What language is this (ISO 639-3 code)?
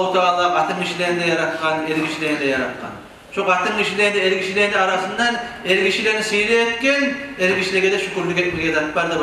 kum